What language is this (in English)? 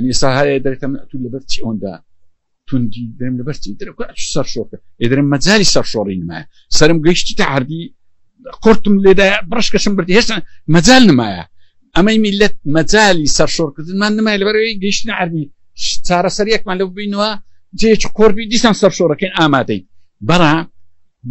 Central Kurdish